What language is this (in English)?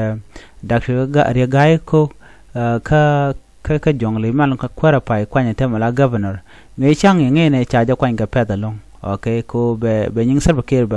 Nuer